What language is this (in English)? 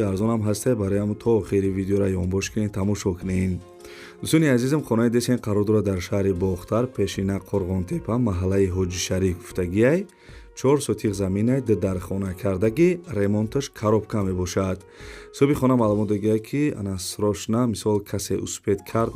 Tajik